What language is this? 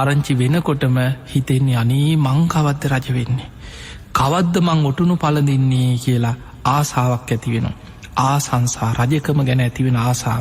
Sinhala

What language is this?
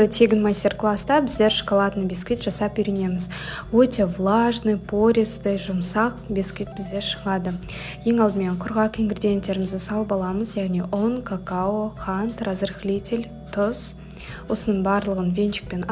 Kazakh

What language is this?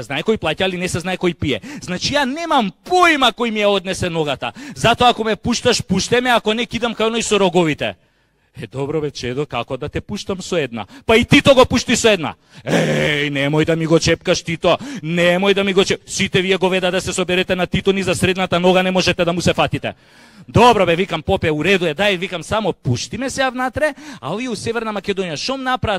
Macedonian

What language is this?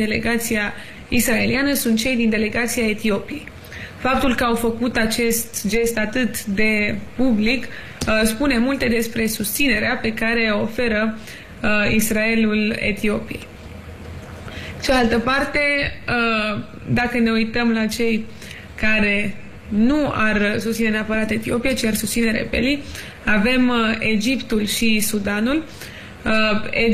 Romanian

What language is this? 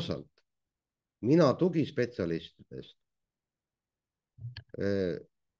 Estonian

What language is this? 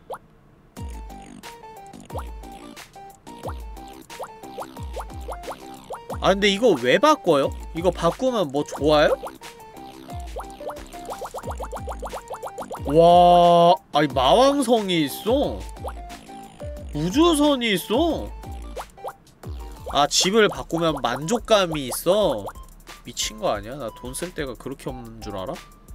Korean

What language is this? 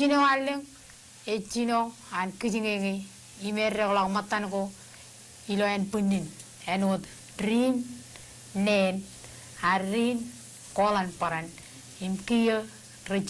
Marshallese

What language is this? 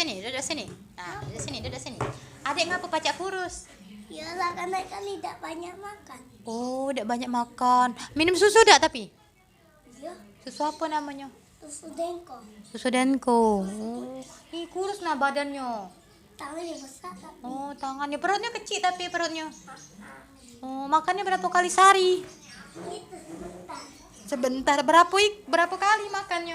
Musi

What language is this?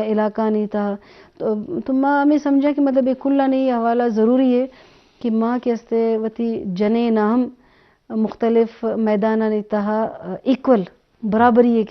Eastern Balochi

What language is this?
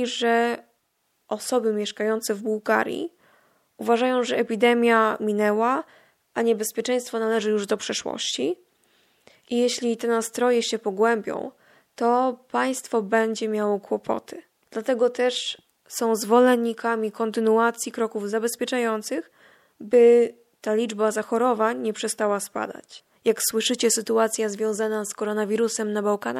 Polish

